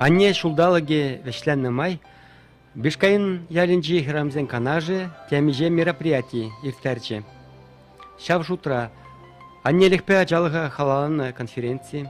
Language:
Chuvash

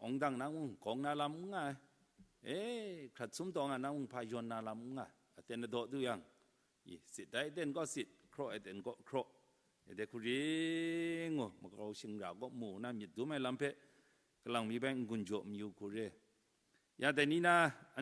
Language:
Kachin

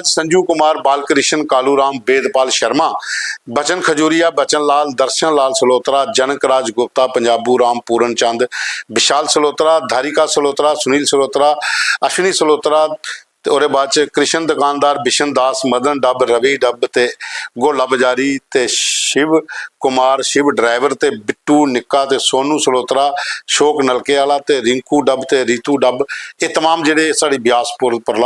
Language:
Dogri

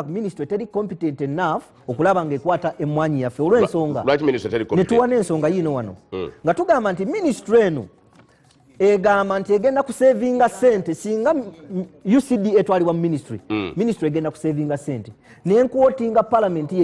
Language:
Ganda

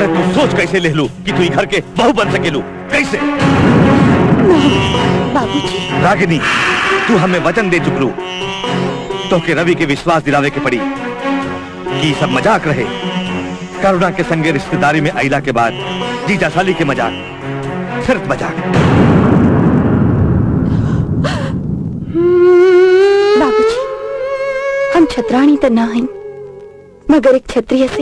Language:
Bhojpuri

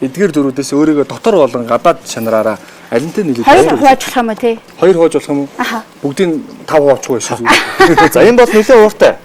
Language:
Mongolian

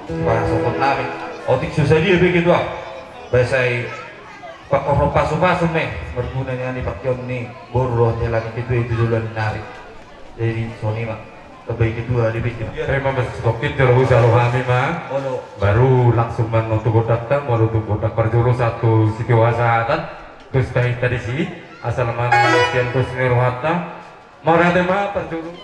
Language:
Batak Toba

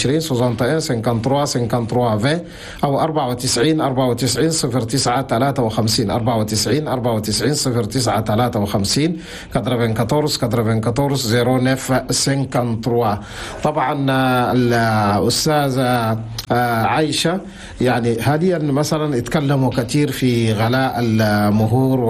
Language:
Chadian Arabic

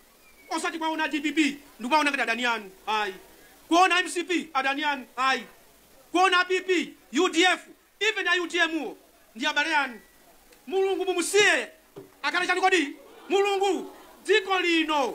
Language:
Nyanja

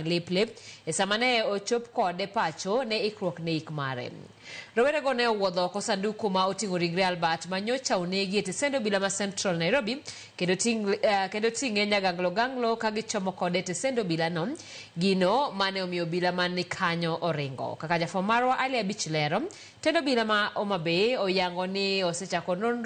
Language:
Luo (Kenya and Tanzania)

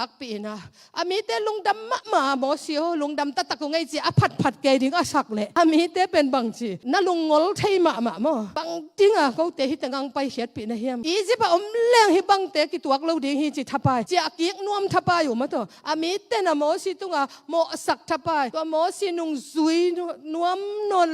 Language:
Tedim Chin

